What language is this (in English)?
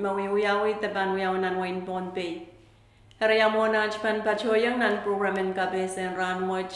Pohnpeian